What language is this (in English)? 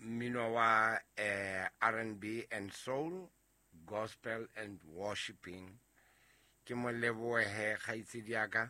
Southern Sotho